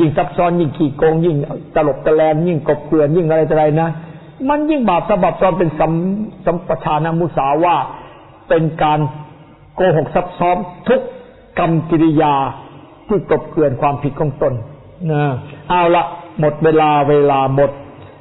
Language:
Thai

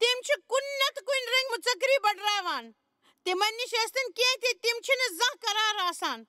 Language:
Kashmiri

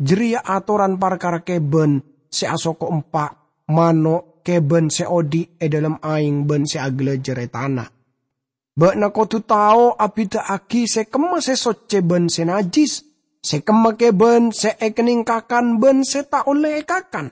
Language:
Madurese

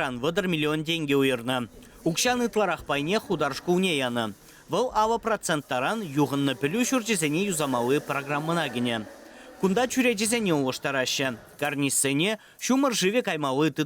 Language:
Chuvash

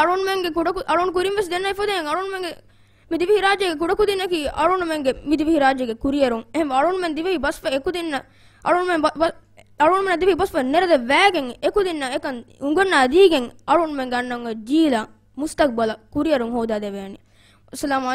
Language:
Divehi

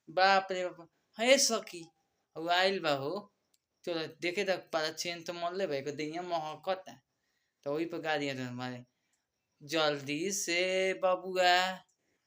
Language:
Bhojpuri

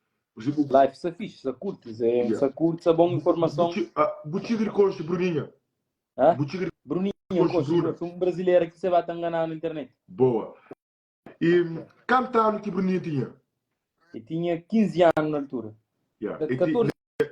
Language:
Kabuverdianu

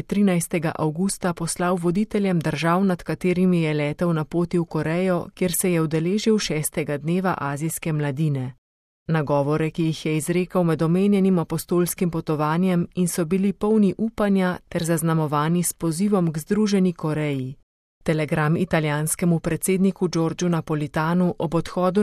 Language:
Slovenian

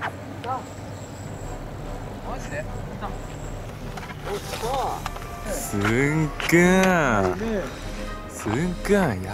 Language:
Japanese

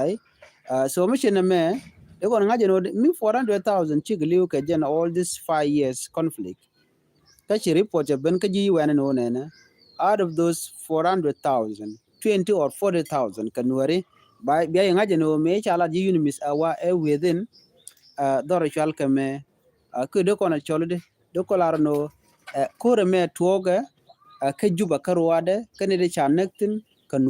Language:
Nuer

